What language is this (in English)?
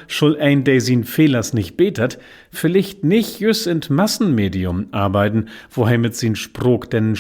Low German